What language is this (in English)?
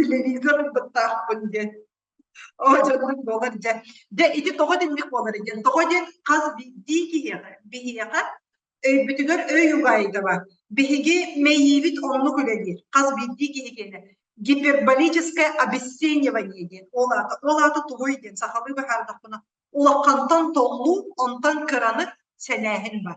Yakut